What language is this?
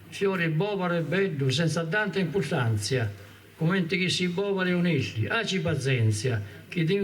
Sardinian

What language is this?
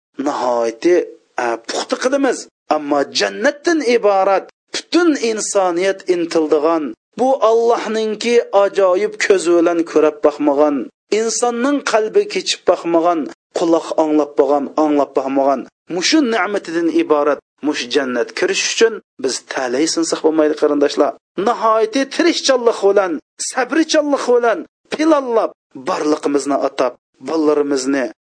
Uyghur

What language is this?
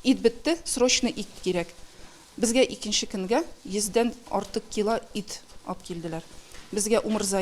Tatar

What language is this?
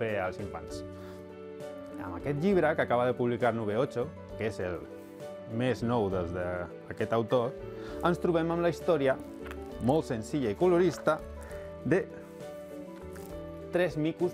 Catalan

